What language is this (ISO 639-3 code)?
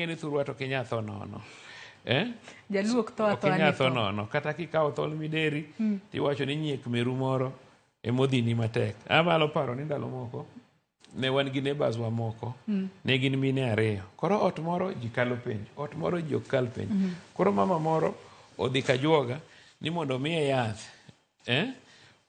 luo